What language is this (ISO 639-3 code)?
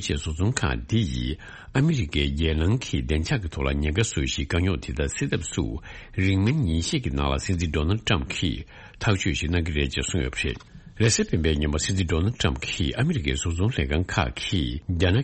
bod